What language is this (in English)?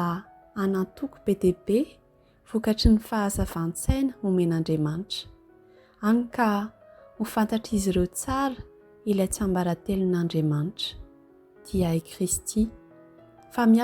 Malagasy